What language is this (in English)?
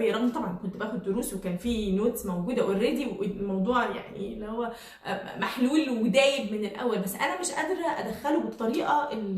Egyptian Arabic